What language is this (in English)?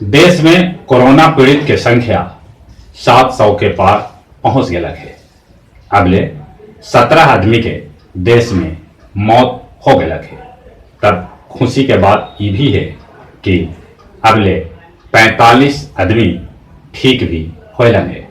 Magahi